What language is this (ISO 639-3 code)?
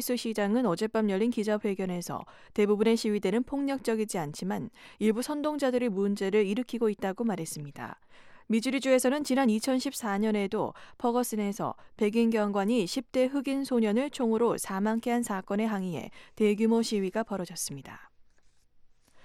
kor